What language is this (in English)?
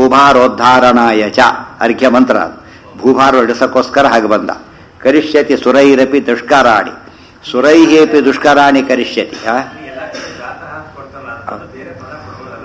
Kannada